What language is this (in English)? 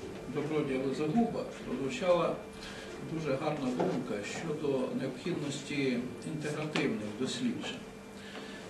Ukrainian